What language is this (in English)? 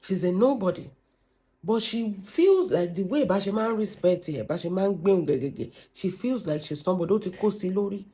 Yoruba